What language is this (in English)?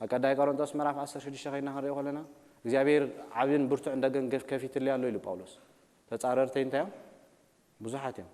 Tigrinya